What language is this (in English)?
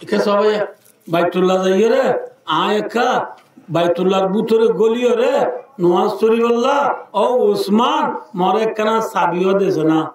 Rohingya